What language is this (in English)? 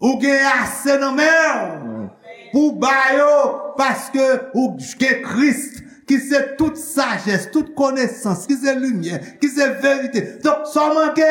Haitian Creole